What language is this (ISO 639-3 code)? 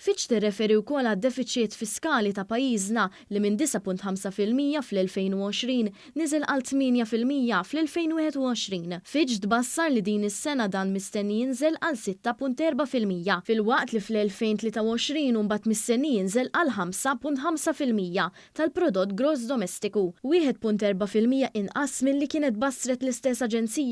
mlt